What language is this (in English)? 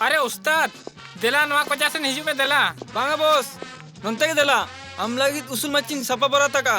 Santali